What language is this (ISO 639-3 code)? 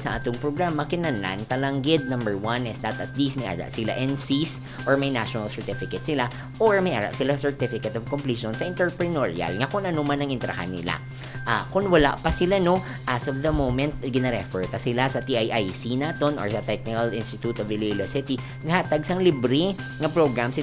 hil